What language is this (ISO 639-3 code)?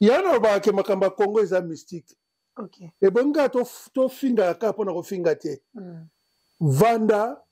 lin